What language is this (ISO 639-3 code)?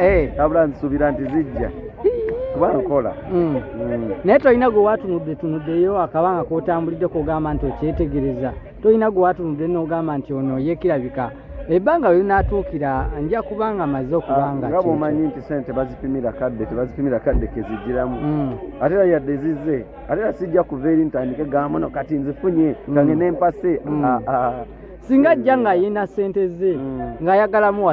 lug